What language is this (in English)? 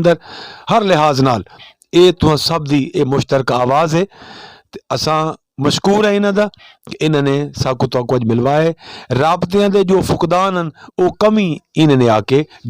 Saraiki